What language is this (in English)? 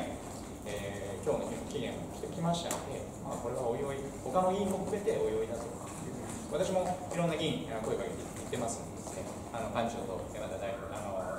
Japanese